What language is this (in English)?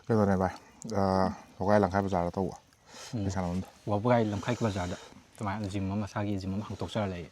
Manipuri